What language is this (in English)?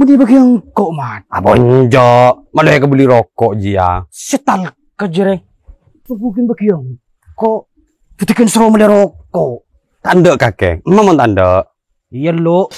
Madurese